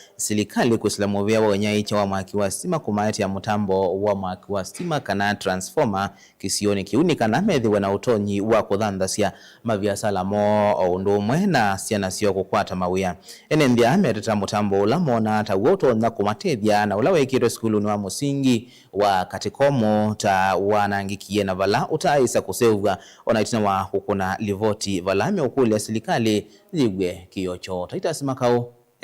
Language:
Kamba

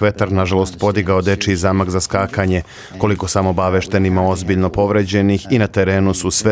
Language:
Serbian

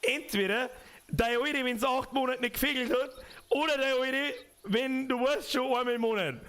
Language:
Bavarian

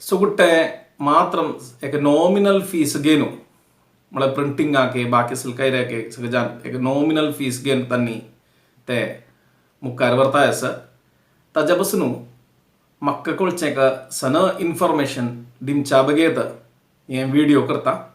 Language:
Konkani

